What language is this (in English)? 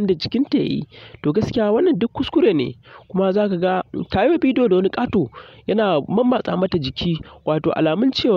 Hausa